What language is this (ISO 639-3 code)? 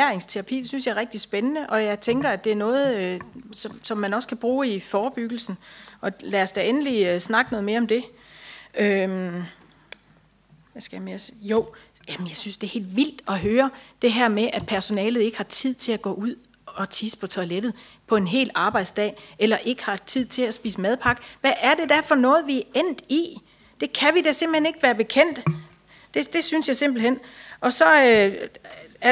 dan